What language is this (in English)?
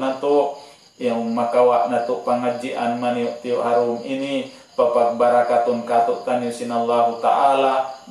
Tausug